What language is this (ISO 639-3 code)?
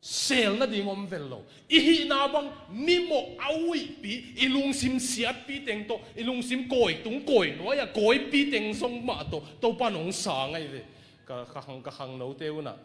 ctd